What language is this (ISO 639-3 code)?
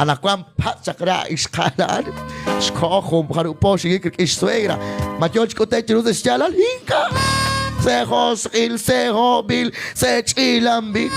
kek